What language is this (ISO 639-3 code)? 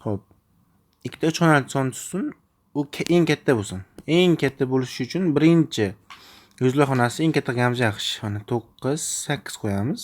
uzb